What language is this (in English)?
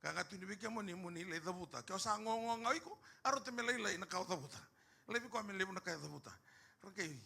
Fijian